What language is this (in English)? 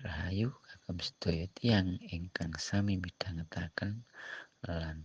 Javanese